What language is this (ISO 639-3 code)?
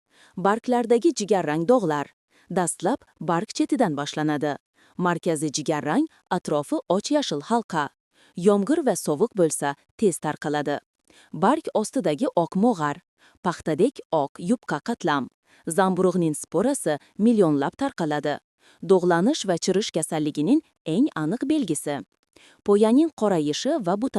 uzb